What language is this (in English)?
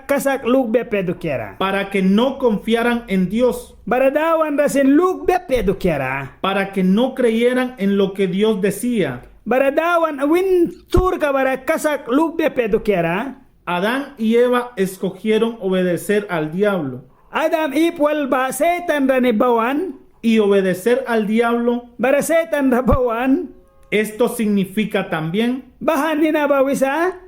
Mískito